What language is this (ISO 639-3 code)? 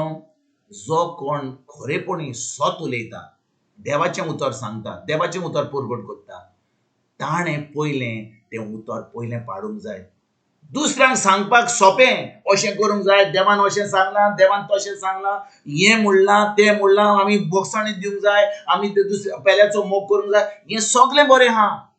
kok